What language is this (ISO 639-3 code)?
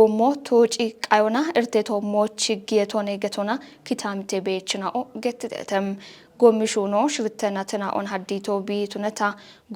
kbr